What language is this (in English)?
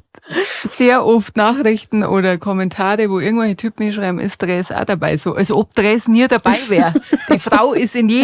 Bavarian